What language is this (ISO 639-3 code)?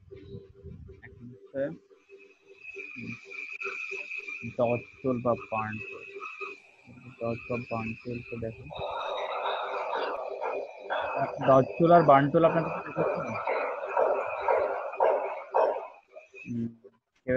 ben